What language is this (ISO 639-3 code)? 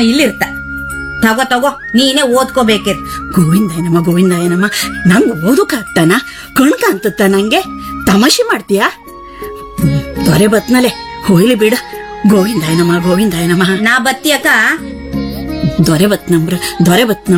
kan